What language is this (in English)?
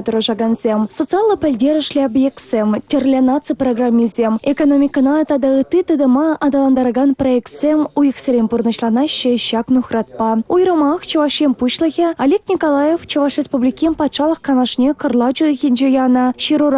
Chuvash